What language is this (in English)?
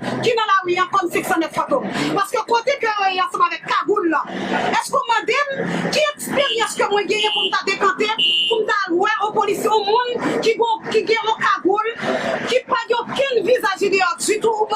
Haitian Creole